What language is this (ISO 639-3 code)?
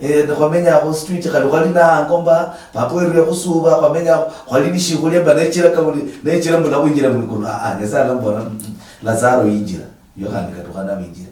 luy